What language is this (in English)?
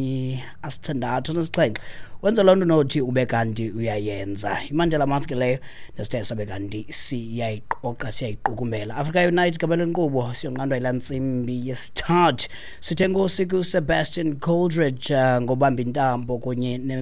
Xhosa